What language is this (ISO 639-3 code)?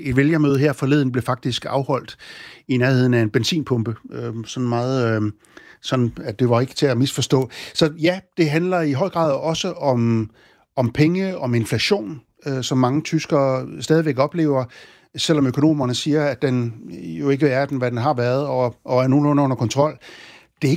dan